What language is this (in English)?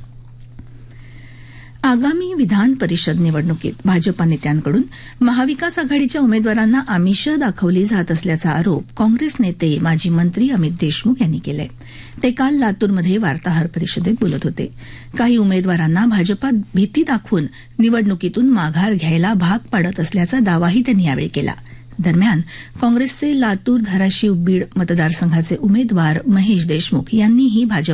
Marathi